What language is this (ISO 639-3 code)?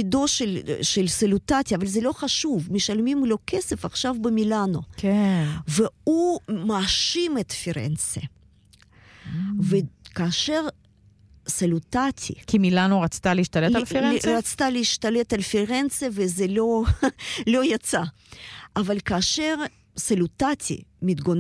heb